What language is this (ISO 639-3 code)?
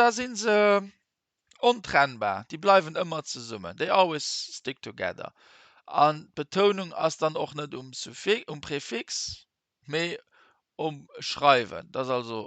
ltz